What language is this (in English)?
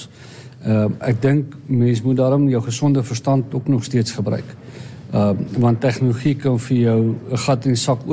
Afrikaans